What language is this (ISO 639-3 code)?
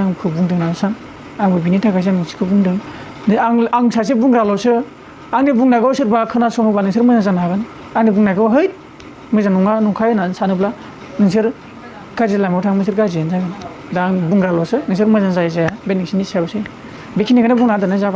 brx